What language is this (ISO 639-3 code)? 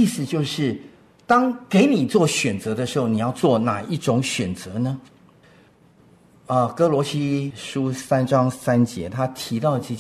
zho